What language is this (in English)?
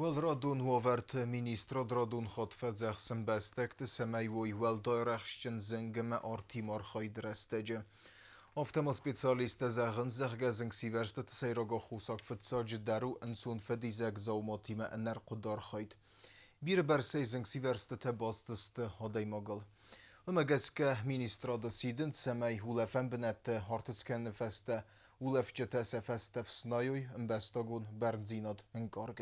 Ossetic